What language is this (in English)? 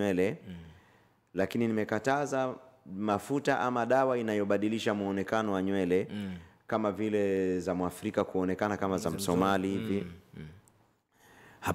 Swahili